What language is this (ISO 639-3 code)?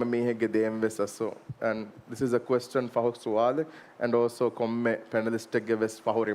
div